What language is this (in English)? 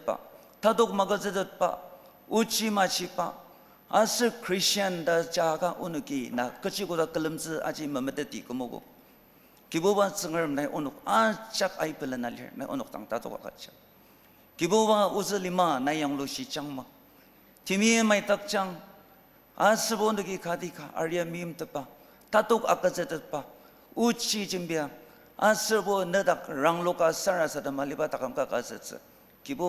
Ao Naga